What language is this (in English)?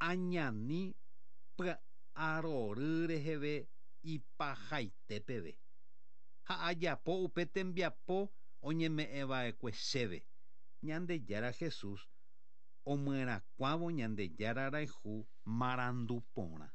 Guarani